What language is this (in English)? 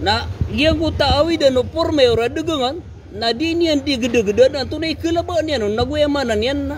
Maranao